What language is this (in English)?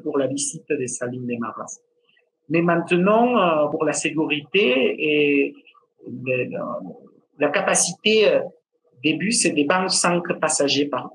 French